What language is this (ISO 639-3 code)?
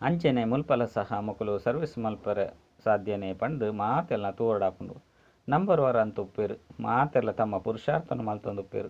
tcy